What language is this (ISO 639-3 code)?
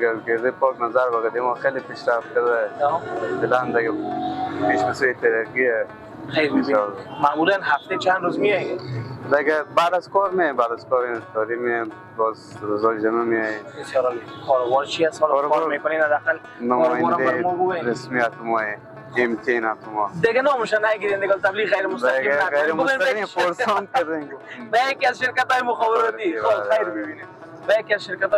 fas